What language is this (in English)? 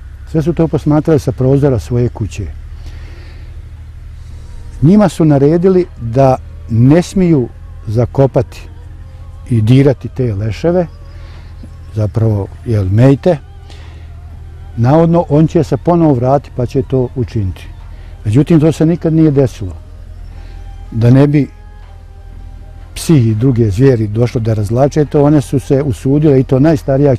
Bosnian